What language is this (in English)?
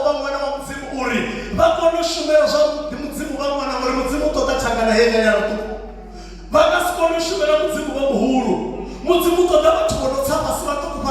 Venda